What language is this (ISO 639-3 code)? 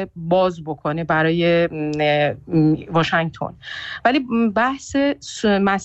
fas